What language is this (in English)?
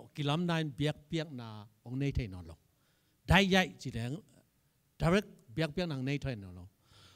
Tedim Chin